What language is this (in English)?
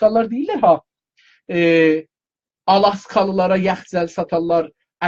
South Azerbaijani